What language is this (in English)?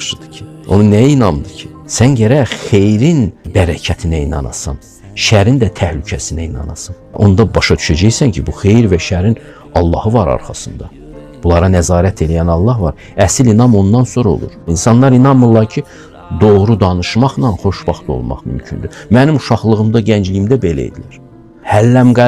Azerbaijani